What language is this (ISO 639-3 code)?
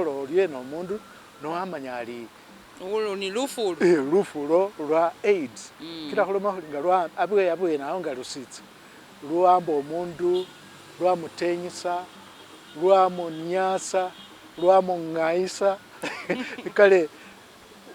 myx